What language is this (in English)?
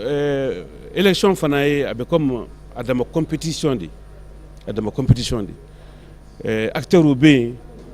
Bambara